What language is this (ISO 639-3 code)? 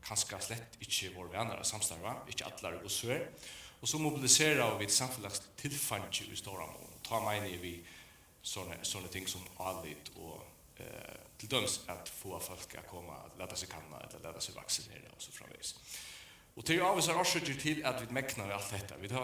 fao